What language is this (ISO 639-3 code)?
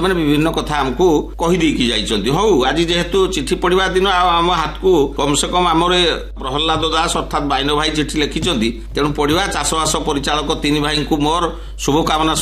ori